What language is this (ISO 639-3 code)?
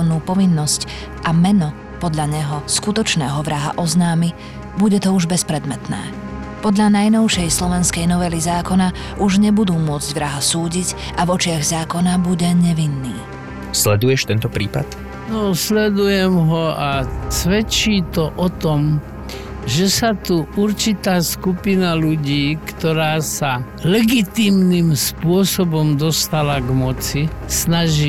slk